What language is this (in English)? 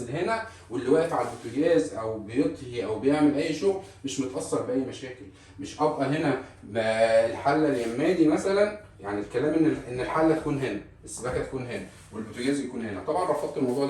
Egyptian Arabic